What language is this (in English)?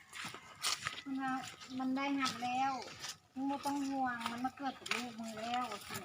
Lao